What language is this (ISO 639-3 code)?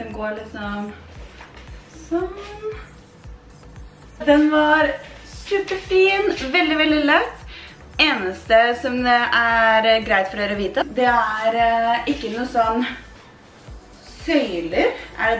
nor